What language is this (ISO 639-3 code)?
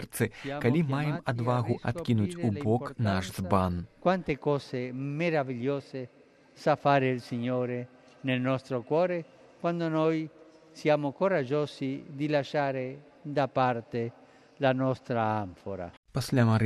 bel